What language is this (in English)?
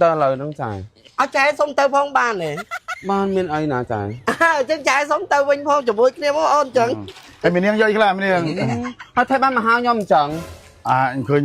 Khmer